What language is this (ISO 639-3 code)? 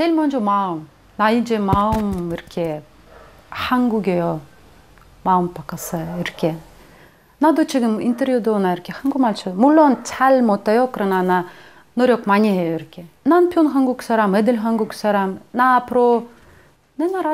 kor